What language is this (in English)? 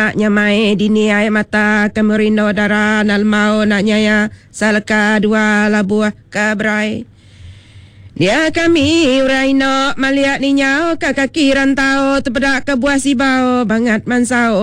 Iban